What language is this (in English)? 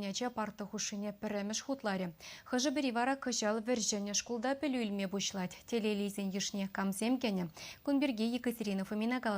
Chuvash